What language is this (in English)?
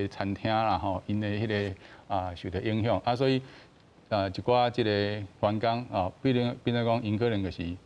Min Nan Chinese